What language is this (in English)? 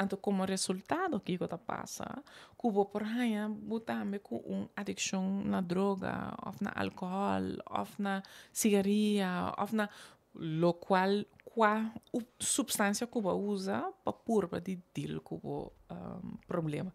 Papiamento